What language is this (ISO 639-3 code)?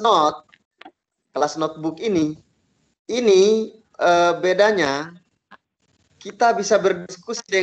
ind